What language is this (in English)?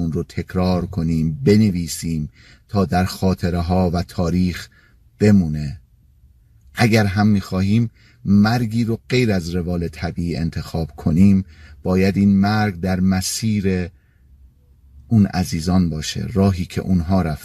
Persian